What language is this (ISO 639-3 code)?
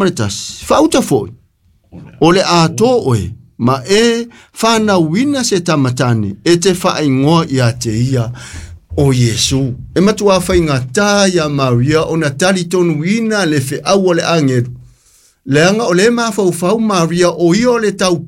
smo